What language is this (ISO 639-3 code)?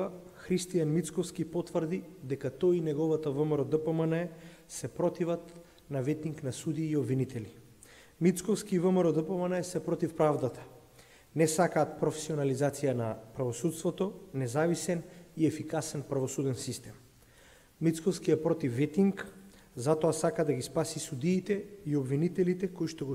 mkd